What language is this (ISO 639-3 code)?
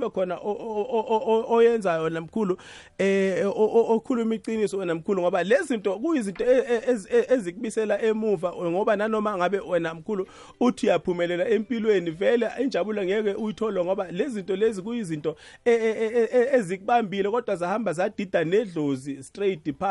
nbl